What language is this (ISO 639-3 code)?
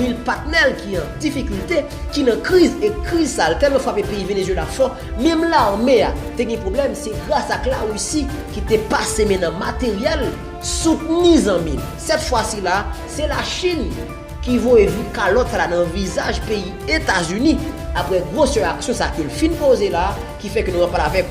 hat